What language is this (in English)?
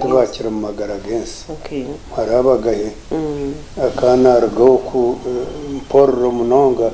Nyankole